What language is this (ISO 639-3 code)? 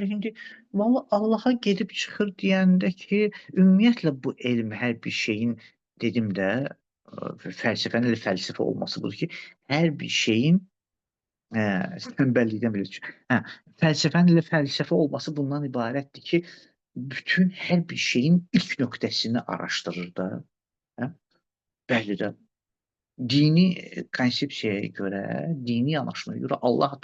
aze